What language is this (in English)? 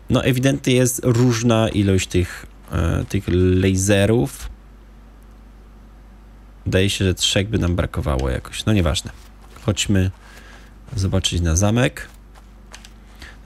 Polish